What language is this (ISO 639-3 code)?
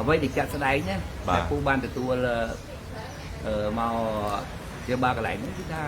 khm